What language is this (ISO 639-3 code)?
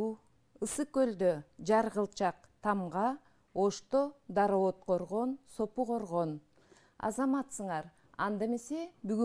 kir